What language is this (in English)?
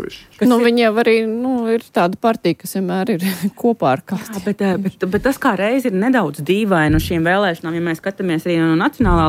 Latvian